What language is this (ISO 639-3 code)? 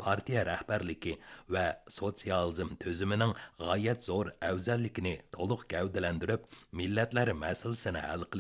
uig